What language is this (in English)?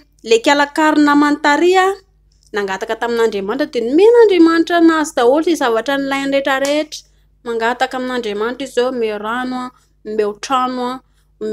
Malagasy